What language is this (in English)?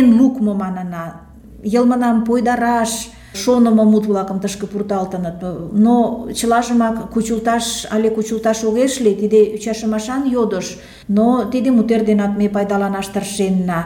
Mari